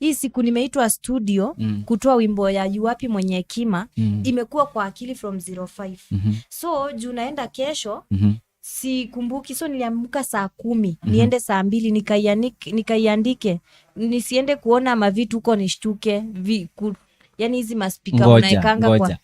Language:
Kamba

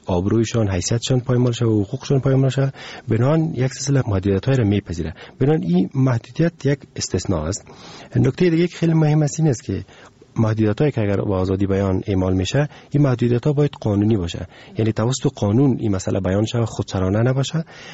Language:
Persian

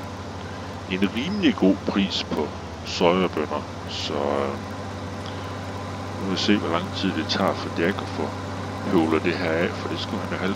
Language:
Danish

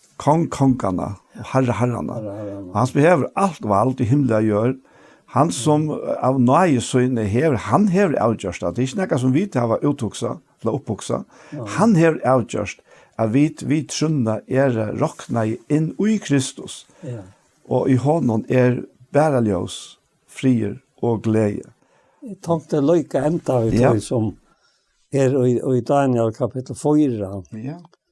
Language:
Faroese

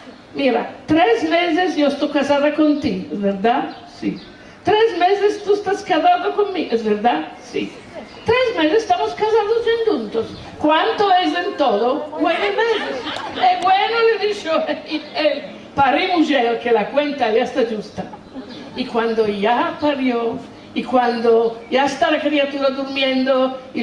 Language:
Ladino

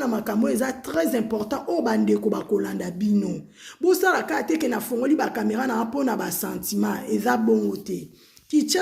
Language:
Lingala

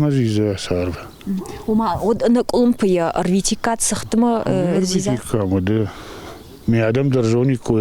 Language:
Ossetic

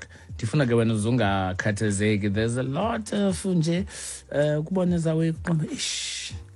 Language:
Xhosa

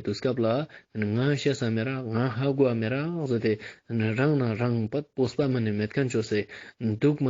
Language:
Ladakhi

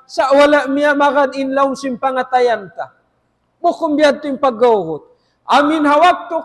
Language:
Tausug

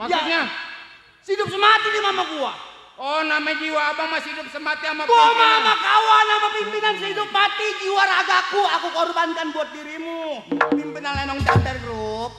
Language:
Betawi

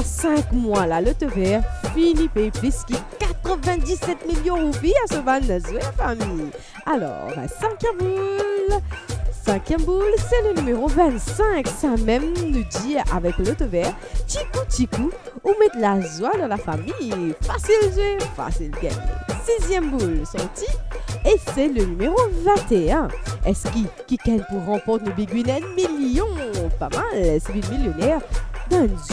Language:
Morisyen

